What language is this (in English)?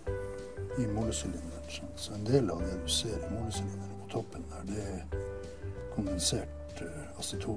Norwegian